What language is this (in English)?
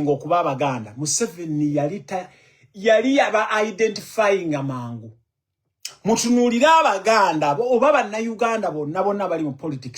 Ganda